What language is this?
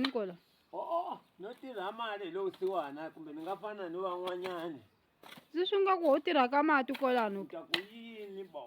Tsonga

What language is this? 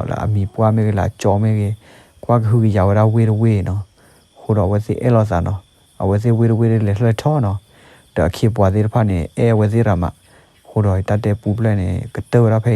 S'gaw Karen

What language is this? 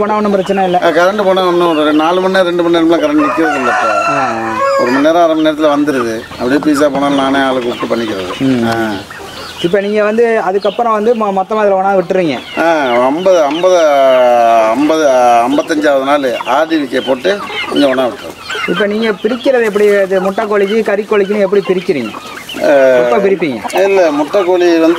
Tamil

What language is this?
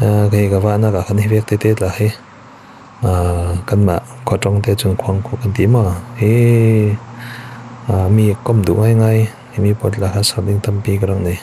Falam Chin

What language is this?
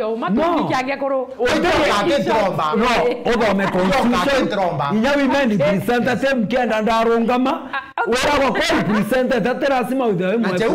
Meru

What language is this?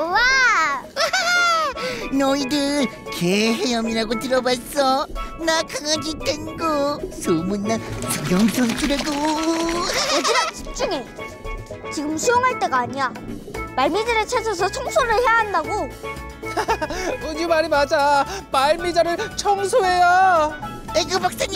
Korean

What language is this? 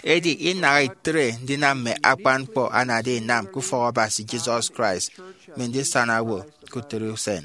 Efik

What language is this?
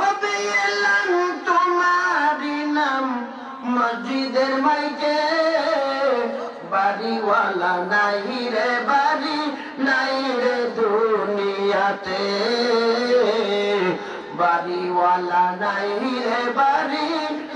Bangla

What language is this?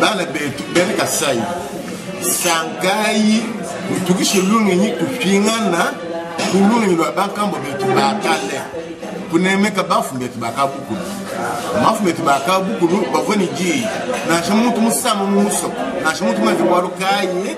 Luba-Lulua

